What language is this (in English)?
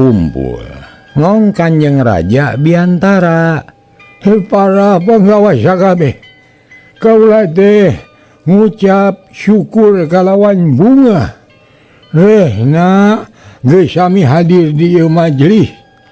Sundanese